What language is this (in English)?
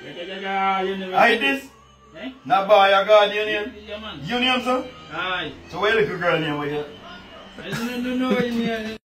Jamaican Creole English